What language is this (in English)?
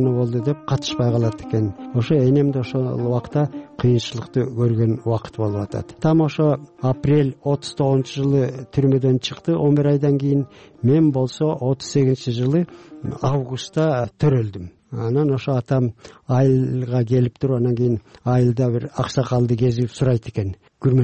Kyrgyz